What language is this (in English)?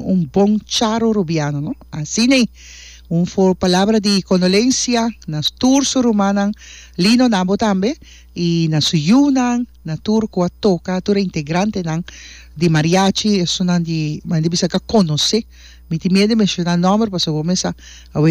Papiamento